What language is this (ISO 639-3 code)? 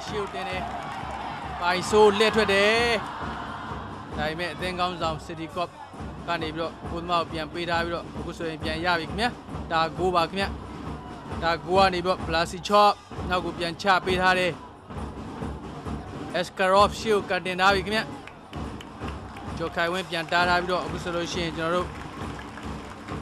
mya